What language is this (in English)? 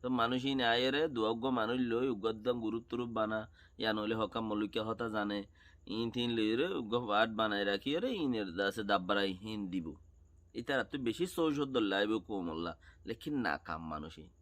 Rohingya